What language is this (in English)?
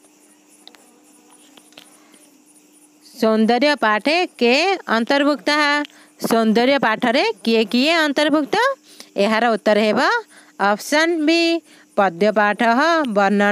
Odia